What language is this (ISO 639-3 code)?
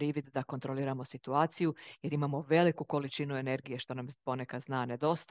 hrv